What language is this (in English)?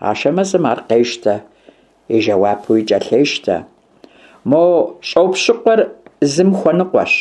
Kabardian